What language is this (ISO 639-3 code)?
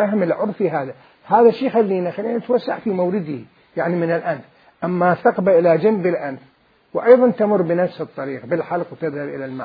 acm